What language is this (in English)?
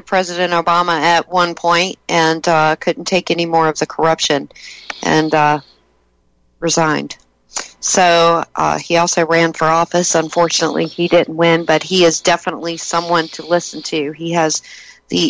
English